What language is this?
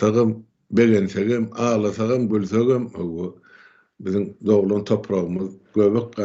Turkmen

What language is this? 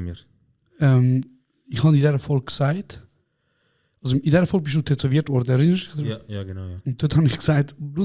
Swiss German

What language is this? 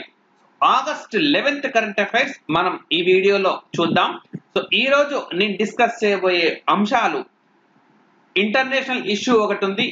Telugu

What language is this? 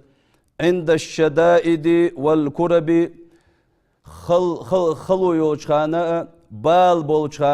Ingush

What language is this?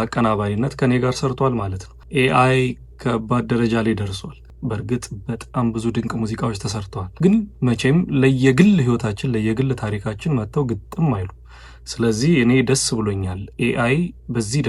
Amharic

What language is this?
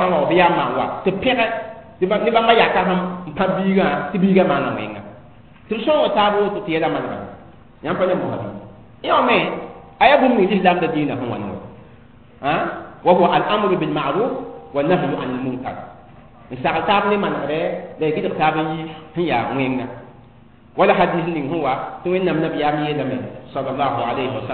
Mossi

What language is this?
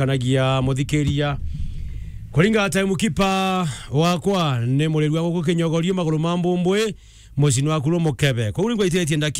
Meru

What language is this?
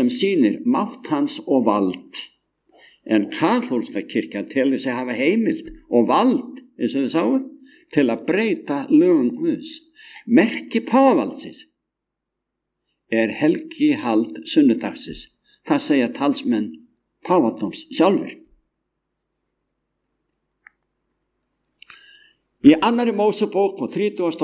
Icelandic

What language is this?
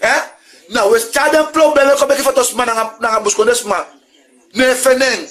Sranan Tongo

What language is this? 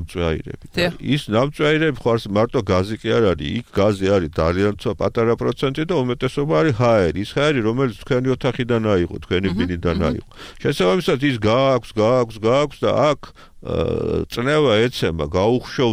Georgian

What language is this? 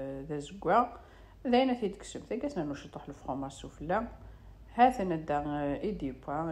Kabyle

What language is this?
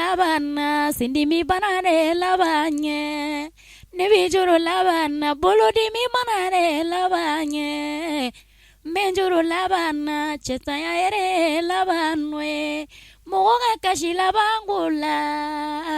Bambara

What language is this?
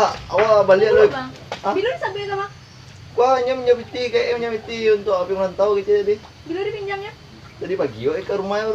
Minangkabau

